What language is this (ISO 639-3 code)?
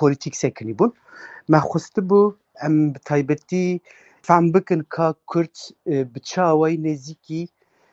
kur